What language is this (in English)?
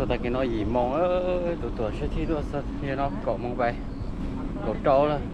Hmong